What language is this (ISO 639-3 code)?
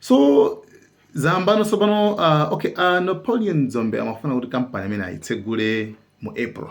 nya